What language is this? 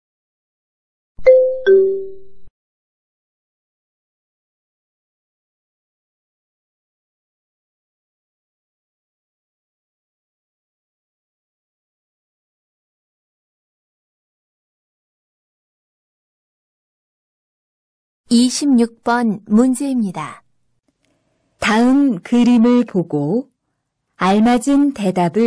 Korean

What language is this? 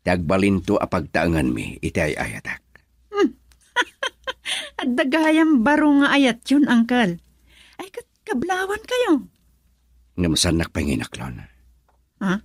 Iloko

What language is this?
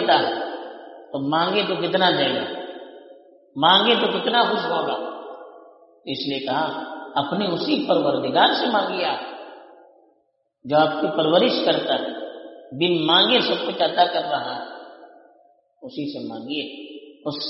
Urdu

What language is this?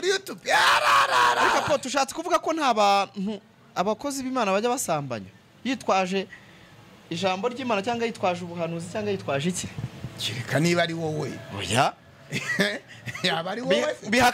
Kinyarwanda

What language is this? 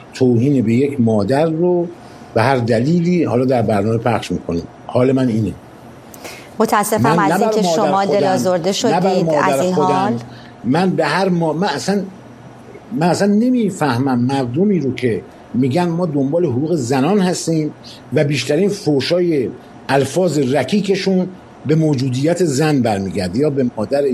Persian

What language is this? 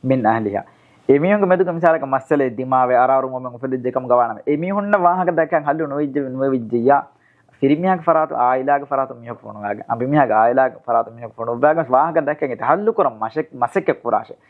Divehi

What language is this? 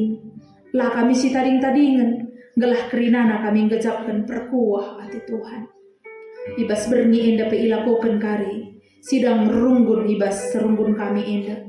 Batak Karo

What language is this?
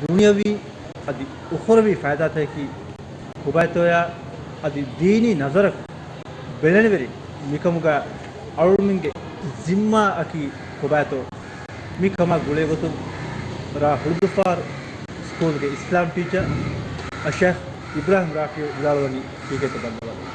Divehi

